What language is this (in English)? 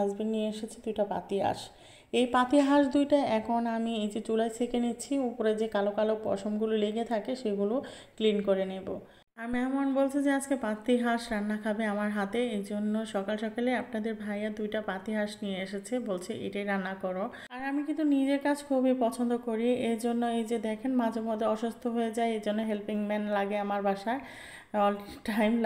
Bangla